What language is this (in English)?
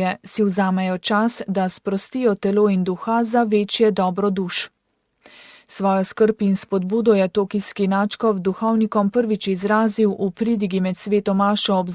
Slovenian